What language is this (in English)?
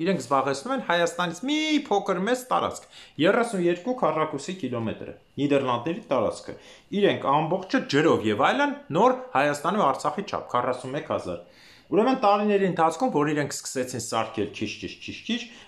Armenian